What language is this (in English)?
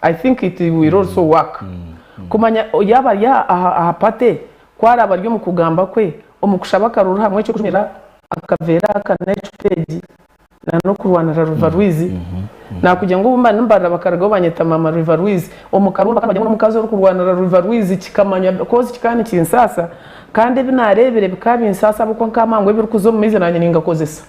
Nyankole